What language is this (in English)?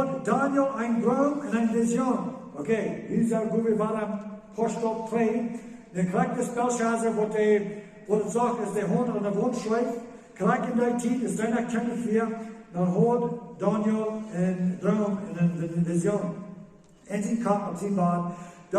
Plautdietsch